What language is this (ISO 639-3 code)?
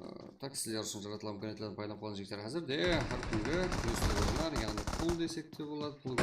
kaa